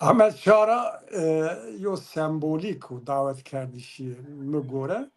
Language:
Zaza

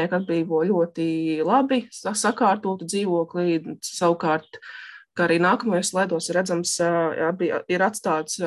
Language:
Latvian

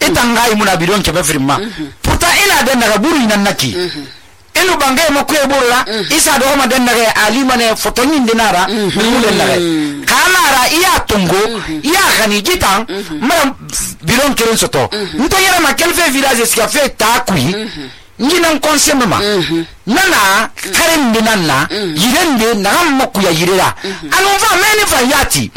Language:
Susu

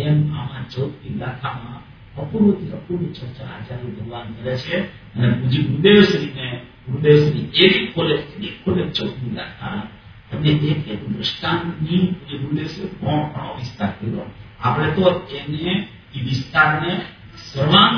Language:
Gujarati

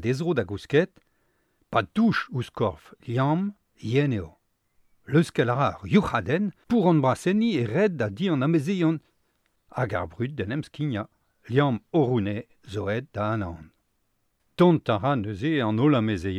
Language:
Breton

